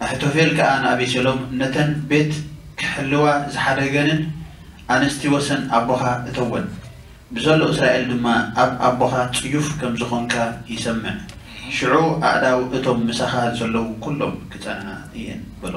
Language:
Tigrinya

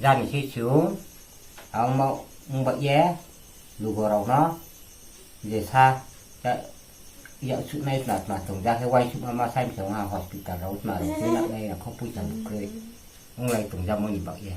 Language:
Riang (India)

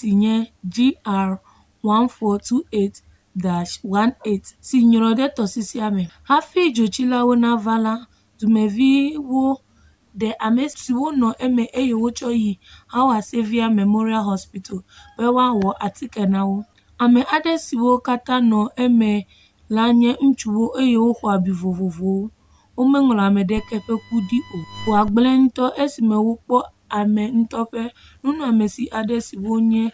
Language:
Ewe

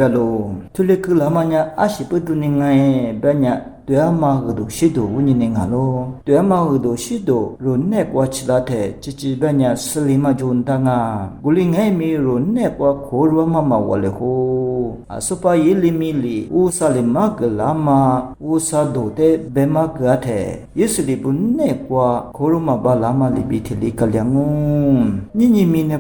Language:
Lisu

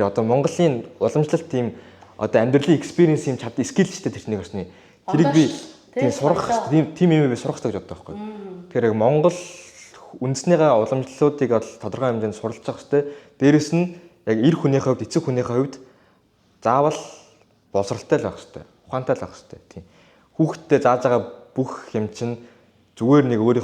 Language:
Mongolian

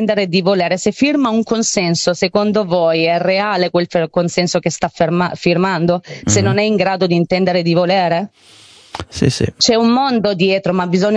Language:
Italian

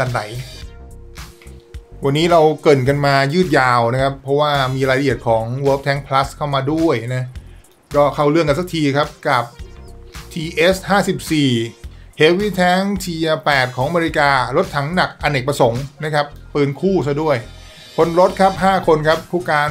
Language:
Thai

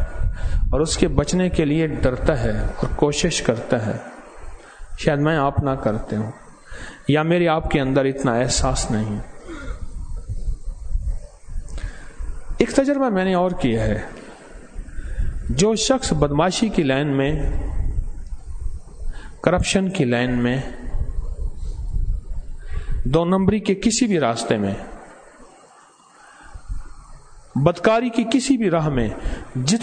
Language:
Urdu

